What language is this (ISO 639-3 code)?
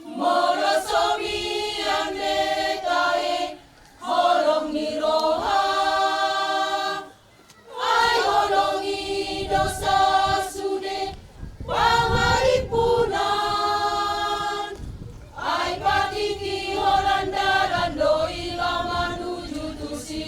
bbc